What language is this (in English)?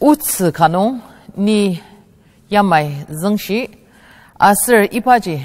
Ao Naga